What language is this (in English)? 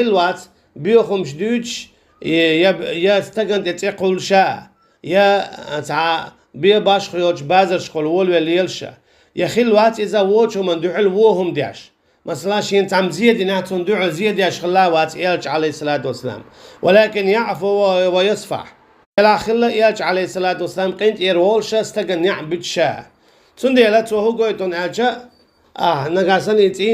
Chechen